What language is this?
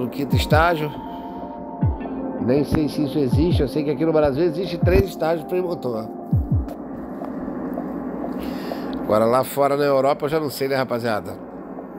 Portuguese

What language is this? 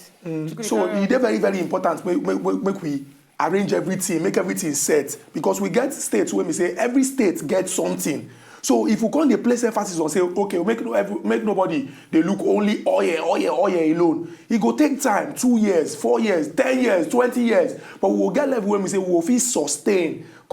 Nigerian Pidgin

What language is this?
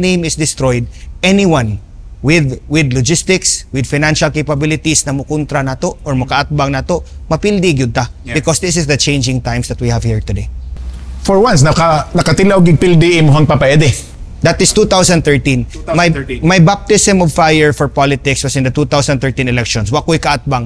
Cebuano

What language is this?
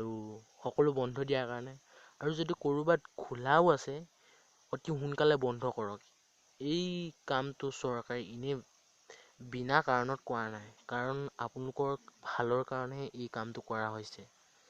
Assamese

